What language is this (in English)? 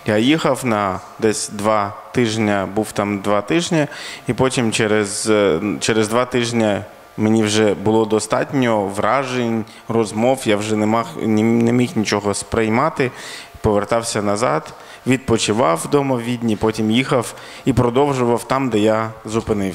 Ukrainian